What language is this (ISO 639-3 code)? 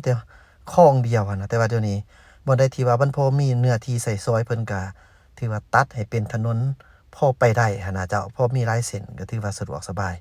lao